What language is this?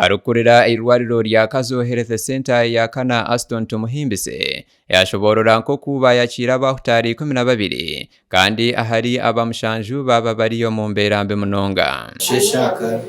Nyankole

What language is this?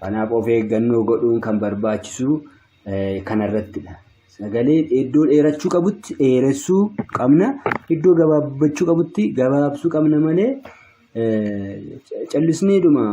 Oromo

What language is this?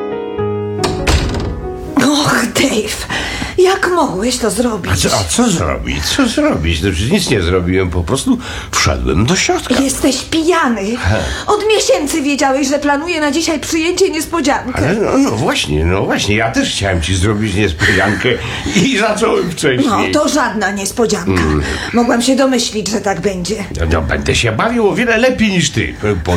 Polish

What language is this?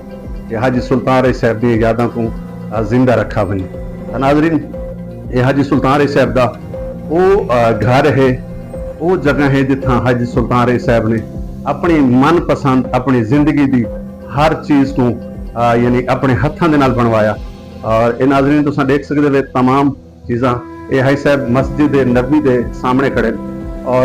Saraiki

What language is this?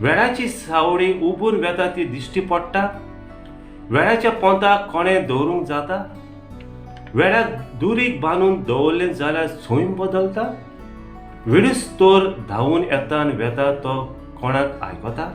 Konkani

